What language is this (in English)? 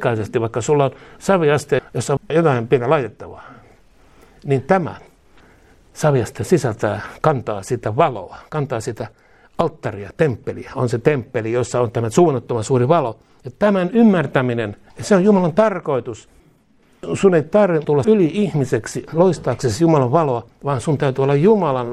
Finnish